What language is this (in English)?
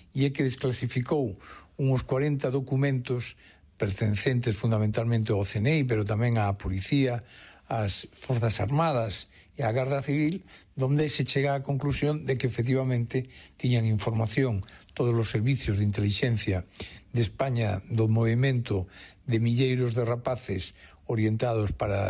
Galician